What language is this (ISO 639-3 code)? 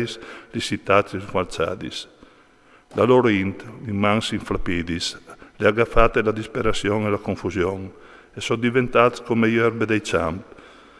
fur